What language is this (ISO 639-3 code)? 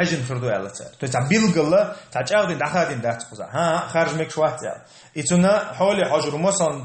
che